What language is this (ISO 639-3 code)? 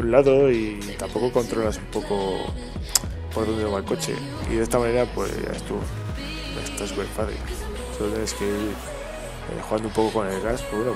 spa